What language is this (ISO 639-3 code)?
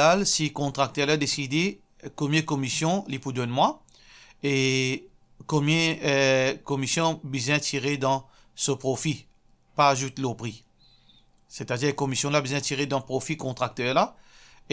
mfe